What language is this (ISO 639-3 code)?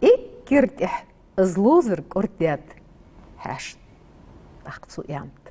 inh